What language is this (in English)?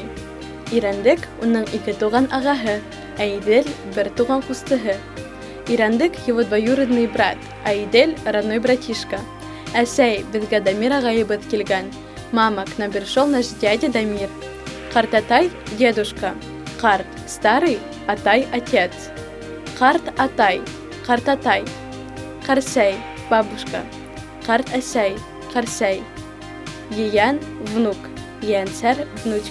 Bashkir